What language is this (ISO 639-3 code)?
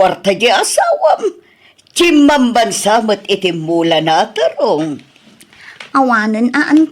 ilo